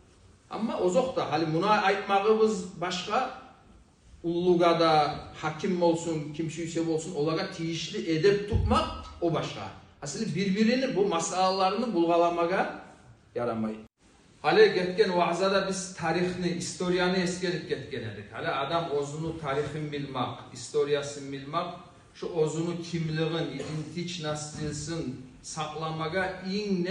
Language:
Kumyk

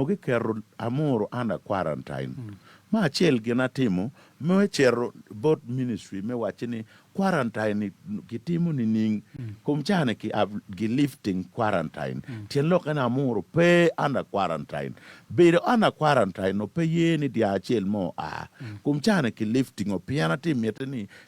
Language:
Acoli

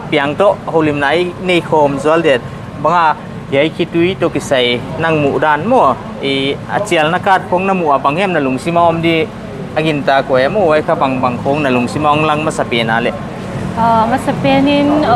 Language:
Paite Chin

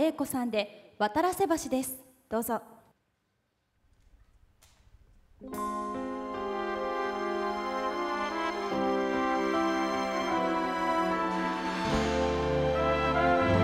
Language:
Japanese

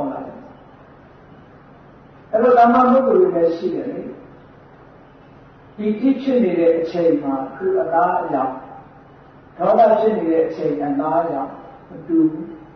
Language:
Burmese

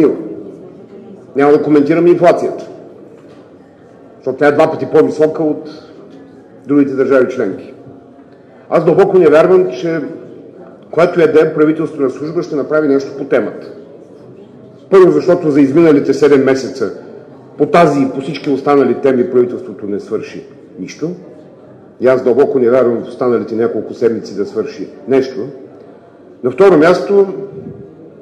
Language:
Bulgarian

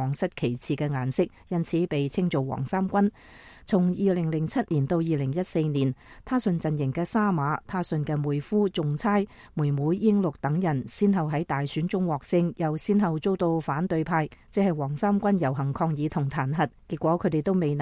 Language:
Cantonese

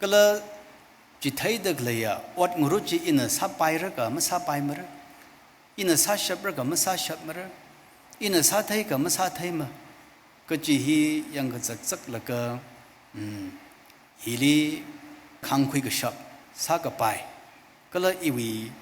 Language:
Tangkhul Naga (India)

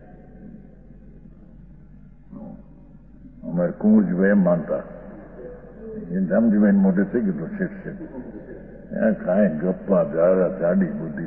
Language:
Gujarati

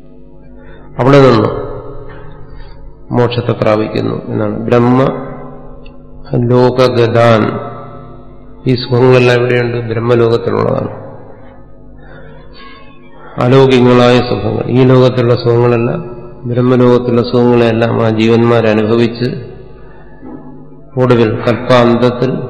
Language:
Malayalam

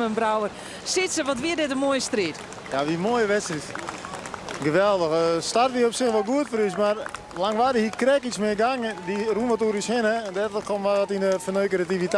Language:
Western Frisian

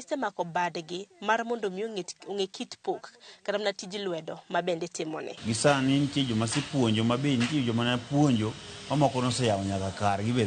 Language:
Luo (Kenya and Tanzania)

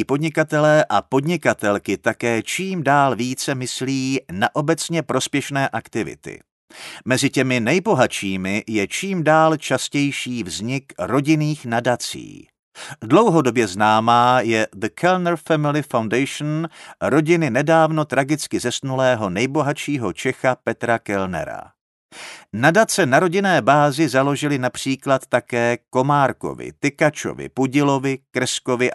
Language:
Czech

